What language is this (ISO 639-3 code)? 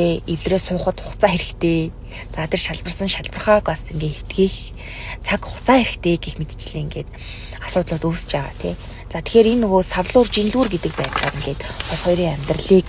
mon